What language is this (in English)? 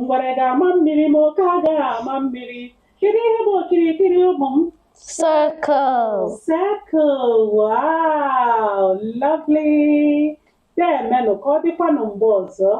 Igbo